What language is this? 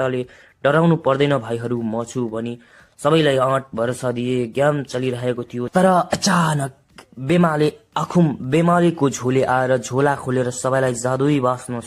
Nepali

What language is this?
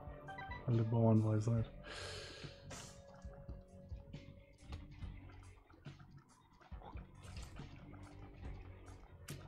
German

